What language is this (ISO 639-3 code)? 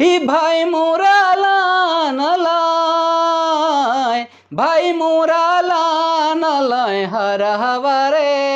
sck